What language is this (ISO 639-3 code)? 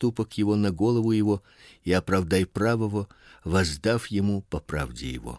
rus